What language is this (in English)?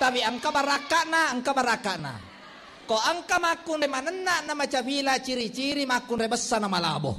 Buginese